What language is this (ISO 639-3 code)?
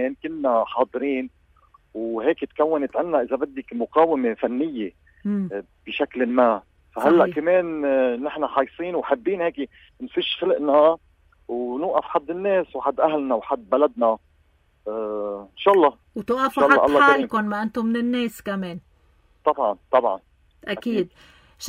apc